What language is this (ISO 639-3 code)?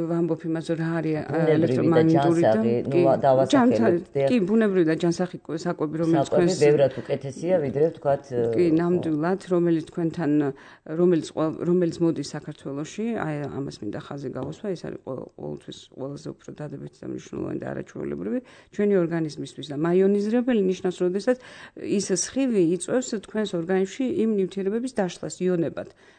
kat